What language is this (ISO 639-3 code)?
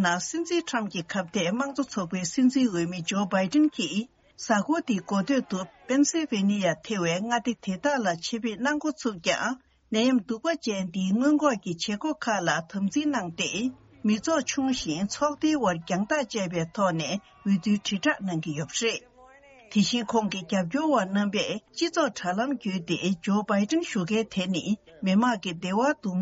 bod